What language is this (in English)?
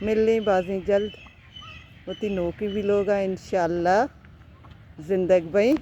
Baluchi